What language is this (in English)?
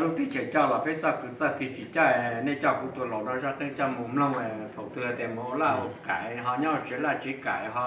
Hmong